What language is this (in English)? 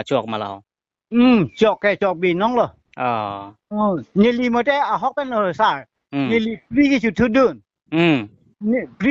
Karbi